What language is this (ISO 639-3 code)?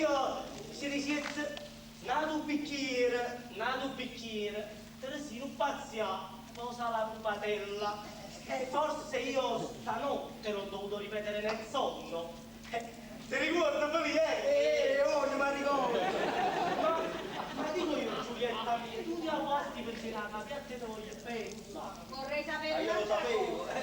nap